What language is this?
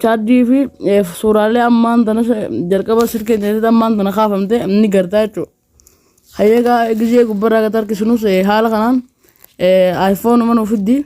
Oromo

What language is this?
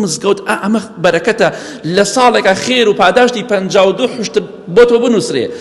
Central Kurdish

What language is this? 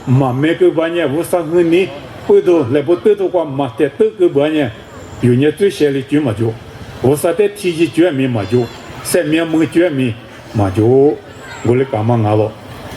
Lisu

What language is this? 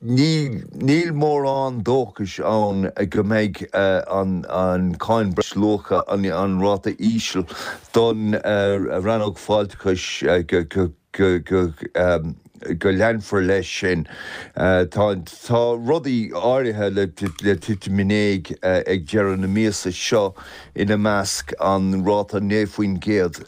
Irish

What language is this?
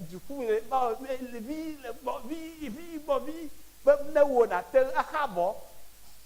Ewe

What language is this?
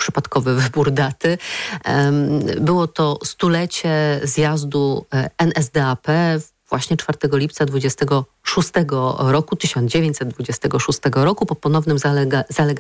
Polish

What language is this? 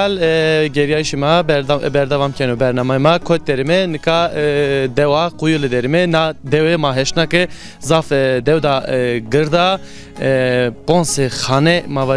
Zaza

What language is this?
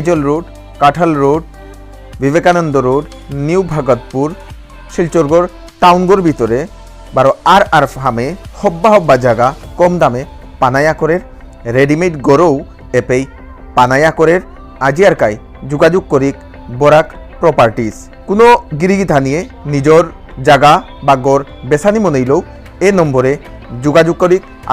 Bishnupriya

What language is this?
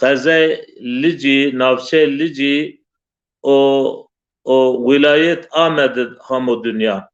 Zaza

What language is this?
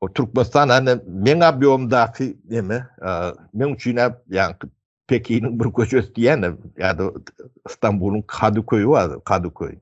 Turkmen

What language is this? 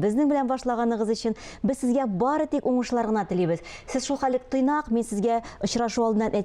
Tatar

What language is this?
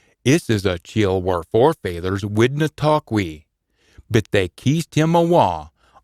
Scots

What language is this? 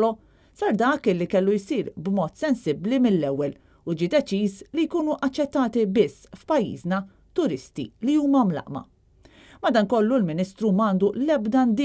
Maltese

